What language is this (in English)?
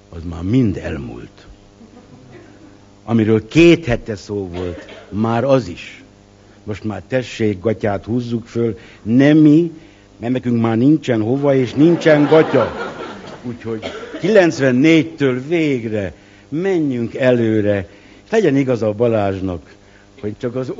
Hungarian